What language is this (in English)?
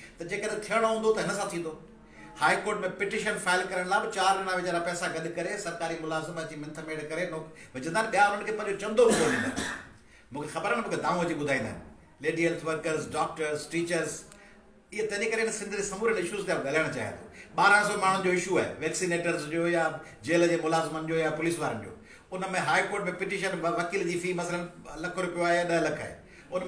Sindhi